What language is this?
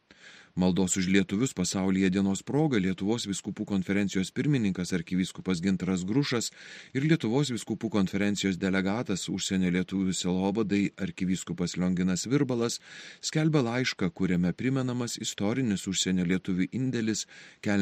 Lithuanian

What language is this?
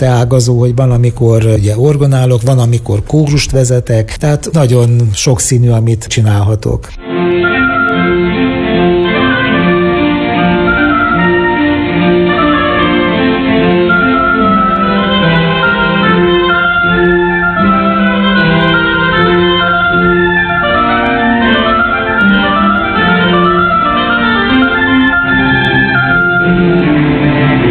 Hungarian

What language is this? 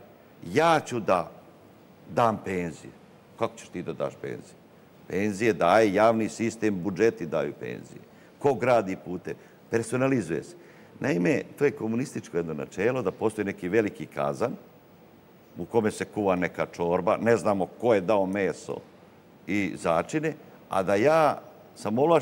Serbian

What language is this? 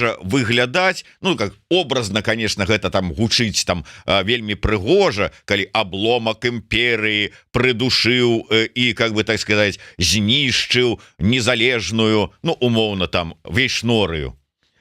Belarusian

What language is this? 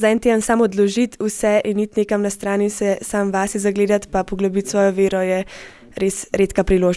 Slovenian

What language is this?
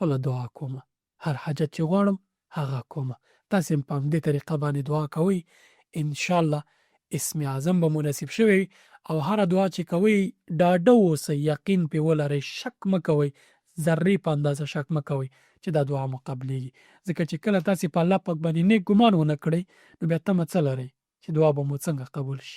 Pashto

